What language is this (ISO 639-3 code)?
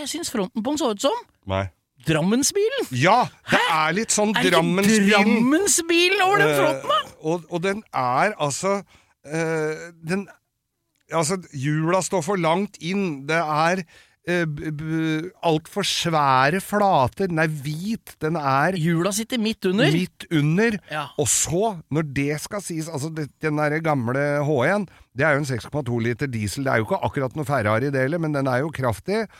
nor